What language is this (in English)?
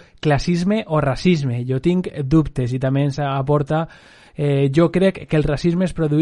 Catalan